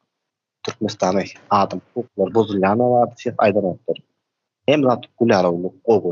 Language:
Turkmen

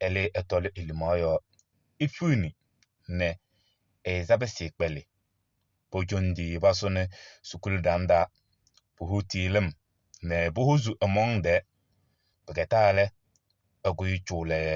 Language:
Kabiyè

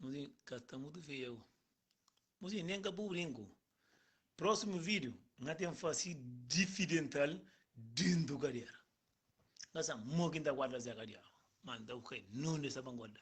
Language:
Kabuverdianu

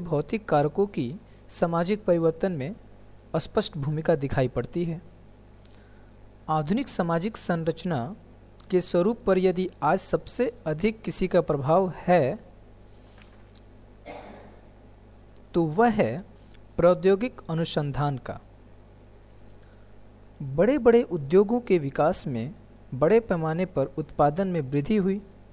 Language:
Hindi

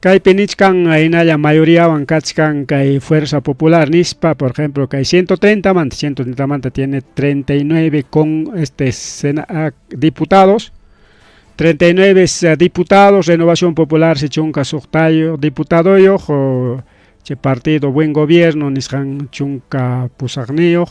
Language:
Ayacucho Quechua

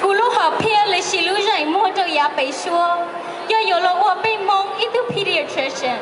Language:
Hmong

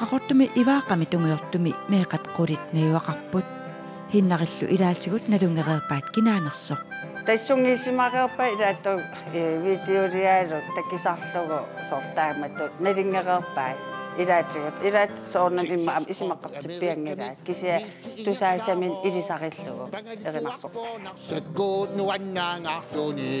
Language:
Kalaallisut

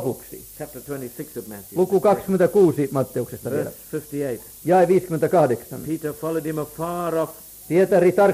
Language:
Finnish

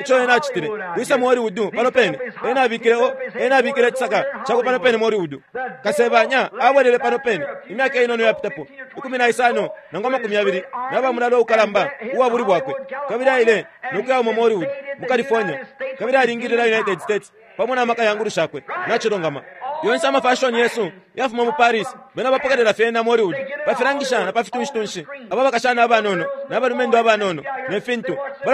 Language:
Bemba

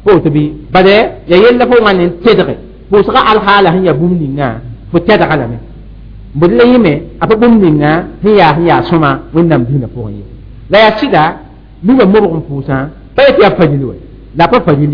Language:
Mossi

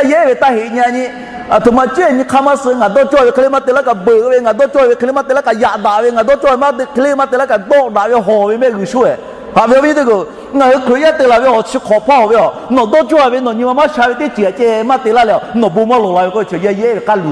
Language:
Lahu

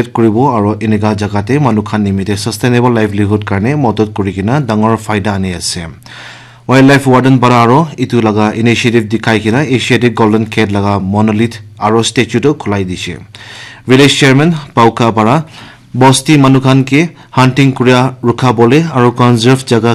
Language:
Naga Pidgin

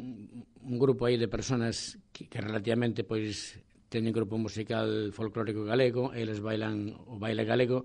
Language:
Galician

